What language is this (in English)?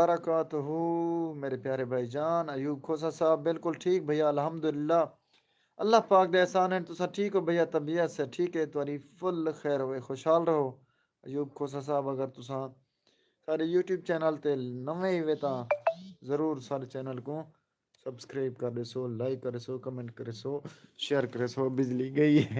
Saraiki